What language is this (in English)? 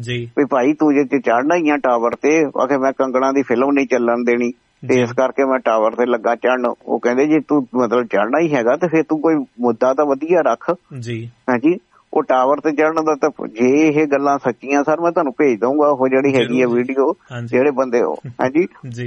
Punjabi